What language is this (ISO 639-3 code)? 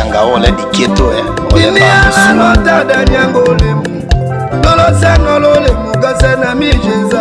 tll